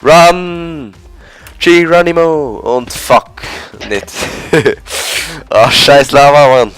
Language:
Swiss German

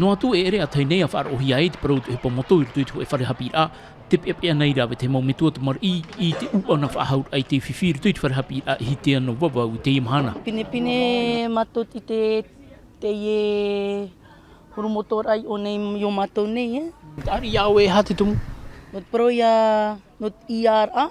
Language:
Tahitian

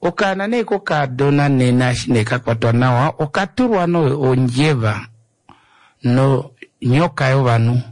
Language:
Kuanyama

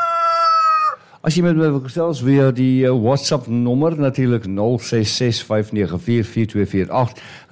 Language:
Afrikaans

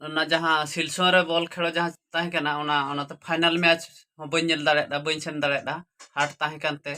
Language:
Santali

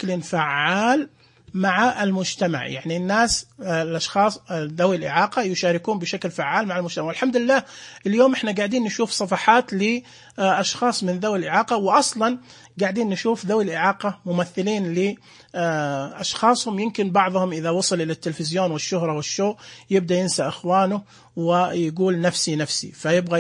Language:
Najdi Arabic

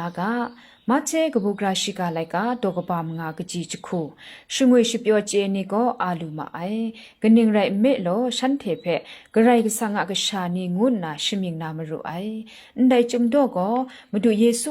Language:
Kachin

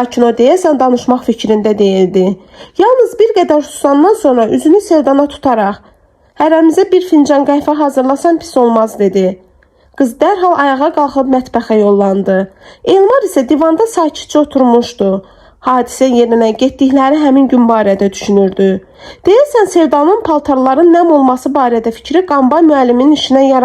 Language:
Azerbaijani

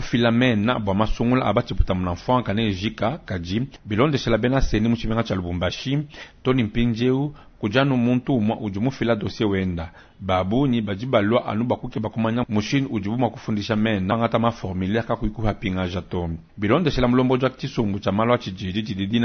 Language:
Luba-Lulua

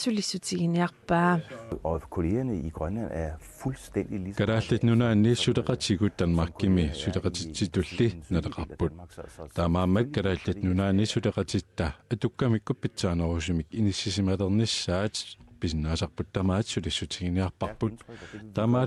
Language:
Kalaallisut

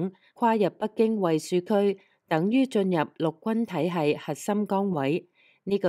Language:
Cantonese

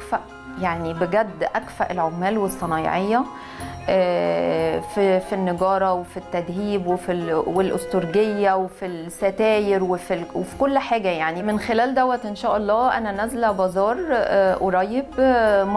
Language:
Egyptian Arabic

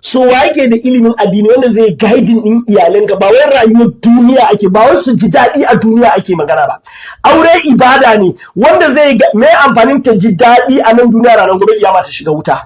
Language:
Hausa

